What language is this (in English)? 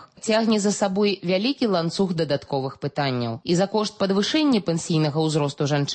Belarusian